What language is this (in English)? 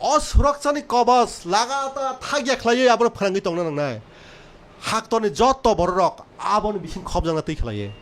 Kok Borok